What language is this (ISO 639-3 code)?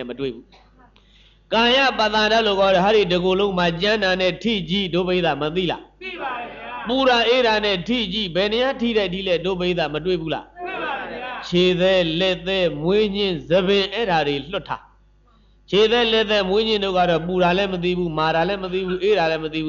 mya